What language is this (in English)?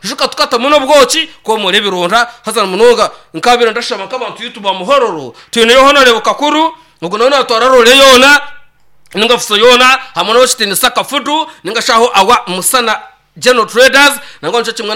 Nyankole